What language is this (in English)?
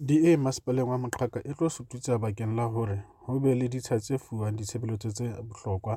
Southern Sotho